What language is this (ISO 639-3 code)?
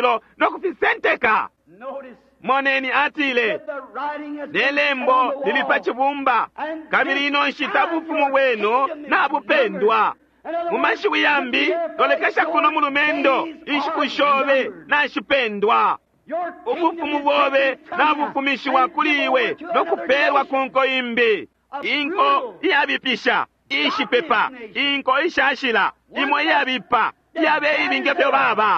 bem